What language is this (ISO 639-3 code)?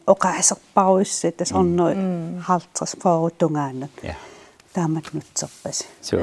kal